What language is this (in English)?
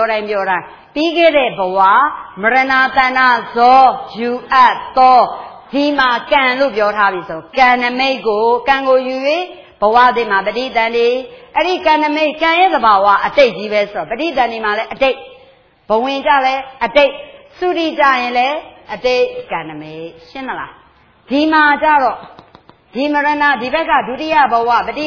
Burmese